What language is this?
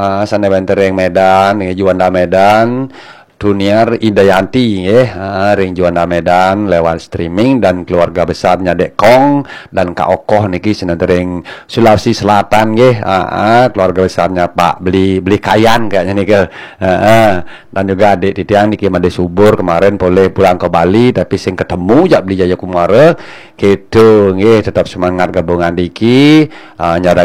Balinese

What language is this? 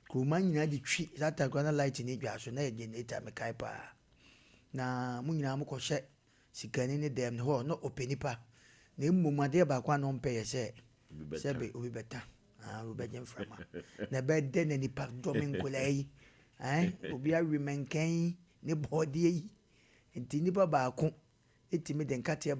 Akan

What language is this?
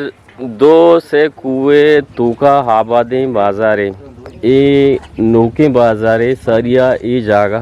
Eastern Balochi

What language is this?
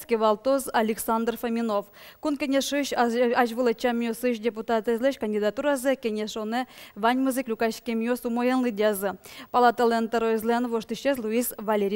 Udmurt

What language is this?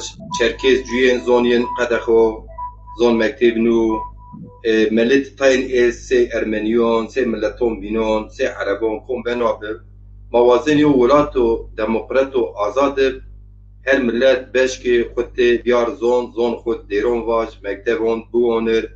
Zaza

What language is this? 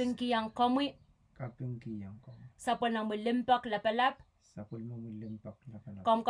Pohnpeian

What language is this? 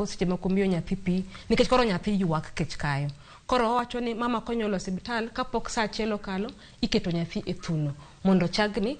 Luo (Kenya and Tanzania)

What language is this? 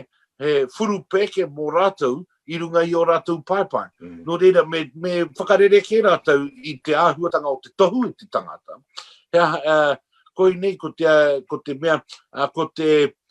Māori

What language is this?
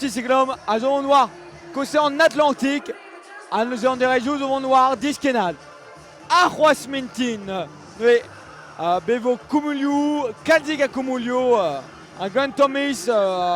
Breton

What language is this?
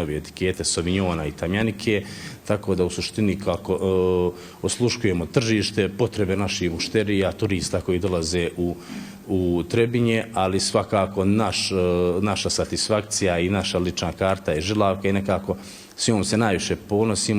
Bosnian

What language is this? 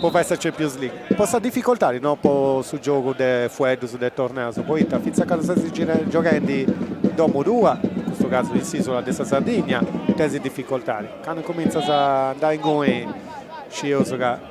Sardinian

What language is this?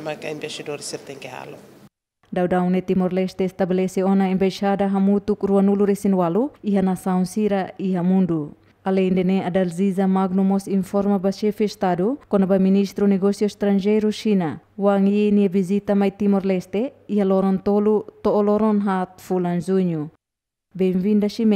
Tetum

